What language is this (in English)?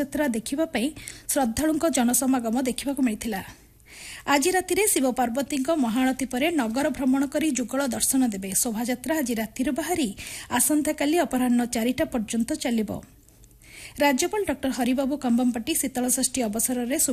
Odia